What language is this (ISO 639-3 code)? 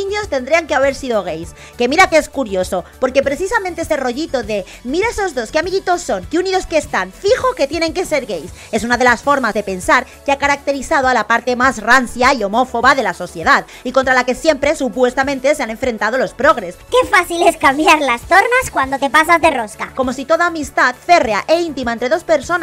spa